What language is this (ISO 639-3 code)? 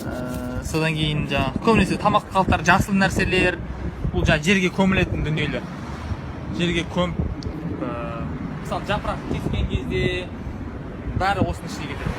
kaz